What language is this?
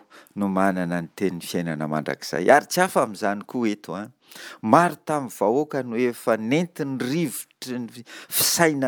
Malagasy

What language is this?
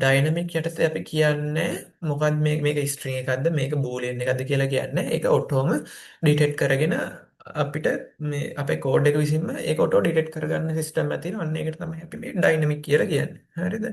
Sinhala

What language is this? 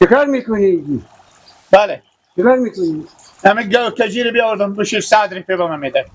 Persian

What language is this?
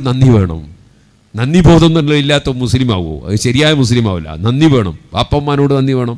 Malayalam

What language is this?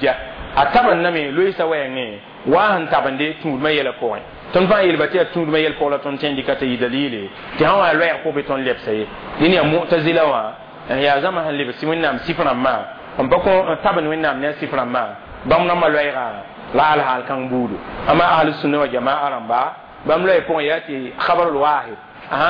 Mossi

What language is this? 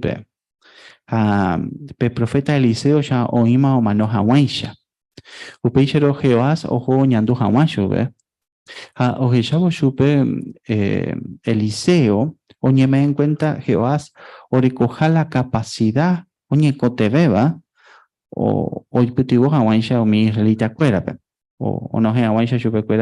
Guarani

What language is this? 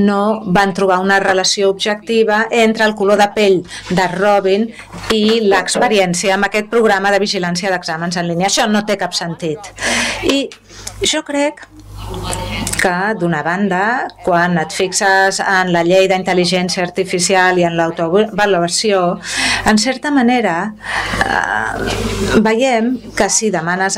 Catalan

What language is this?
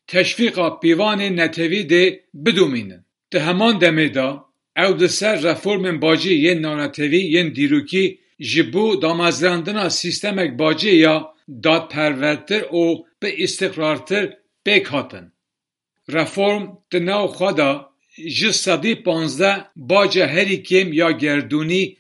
Kurdish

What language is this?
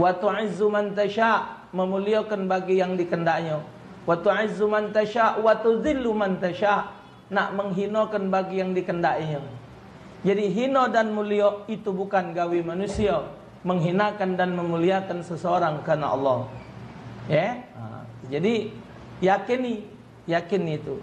Musi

